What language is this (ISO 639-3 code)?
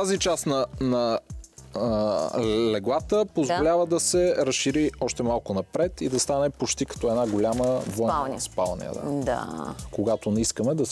bul